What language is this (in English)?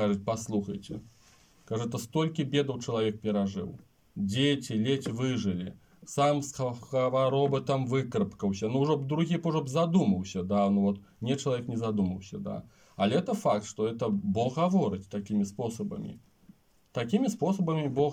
Belarusian